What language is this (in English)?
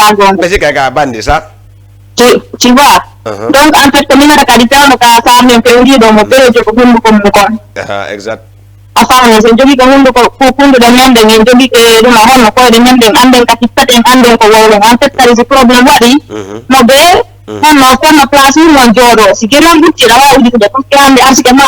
Fula